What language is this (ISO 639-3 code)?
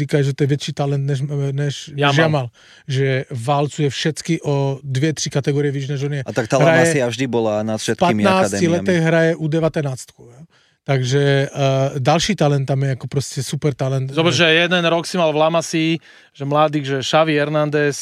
slk